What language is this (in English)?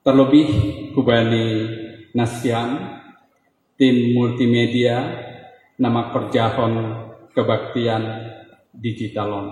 Batak Simalungun